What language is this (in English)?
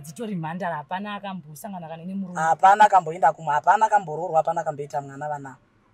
Shona